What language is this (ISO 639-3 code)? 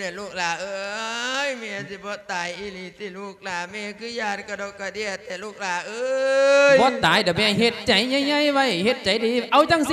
lao